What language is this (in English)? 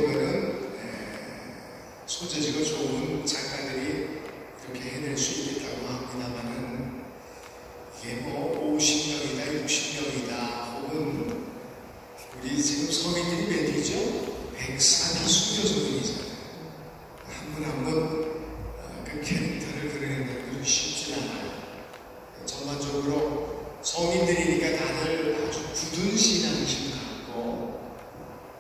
Korean